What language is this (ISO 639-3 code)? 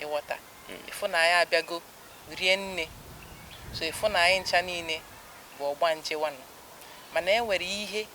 ibo